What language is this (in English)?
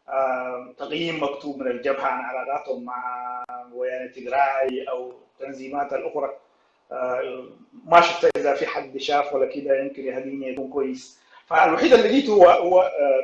Sudanese Arabic